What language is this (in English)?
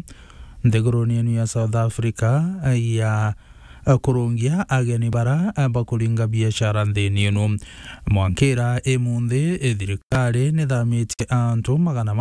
Meru